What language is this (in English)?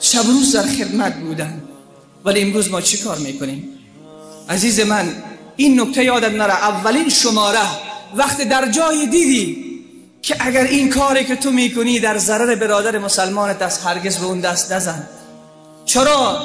Persian